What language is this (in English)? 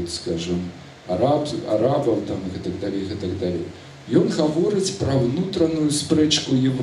Belarusian